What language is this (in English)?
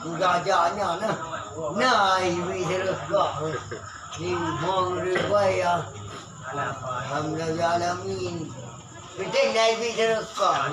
Achinese